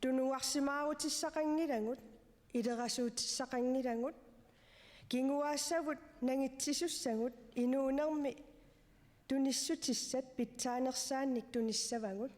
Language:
Kalaallisut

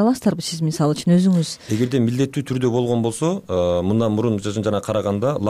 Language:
Kyrgyz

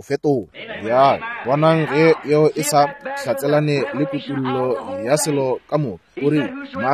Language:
Northern Sotho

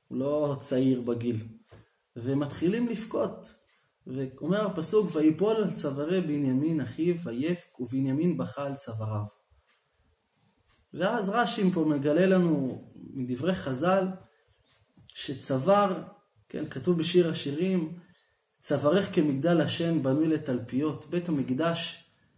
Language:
Hebrew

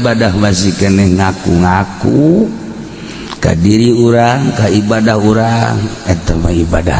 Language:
Sundanese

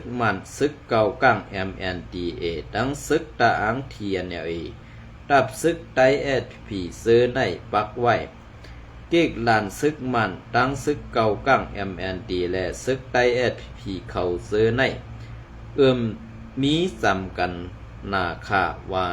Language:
Shan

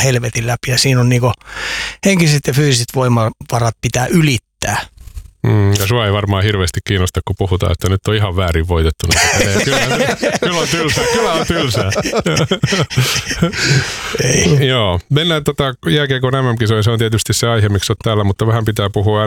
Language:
Finnish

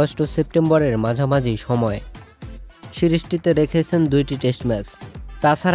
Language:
Bangla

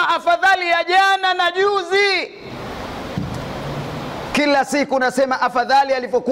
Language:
Swahili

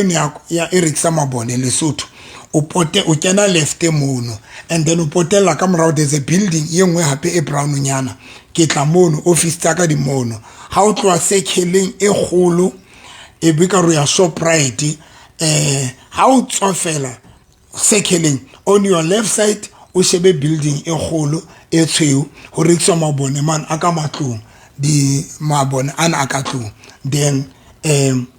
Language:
Southern Sotho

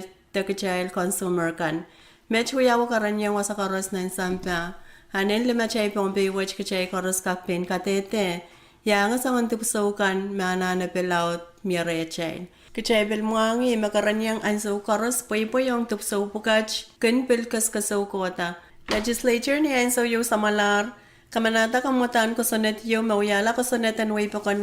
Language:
Pohnpeian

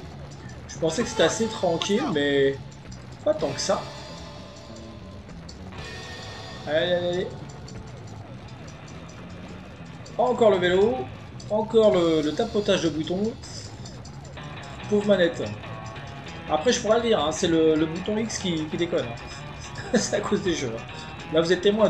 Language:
French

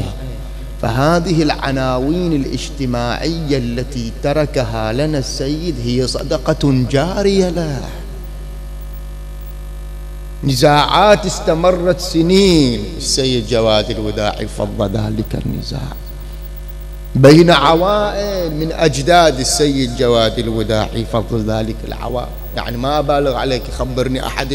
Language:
Arabic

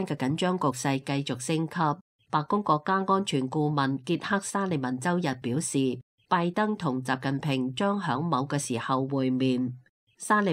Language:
Cantonese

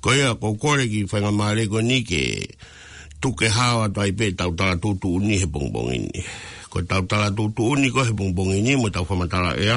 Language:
Tongan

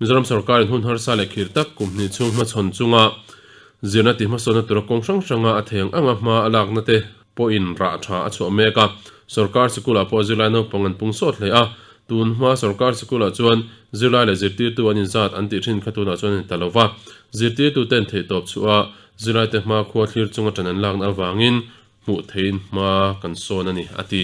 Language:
Mizo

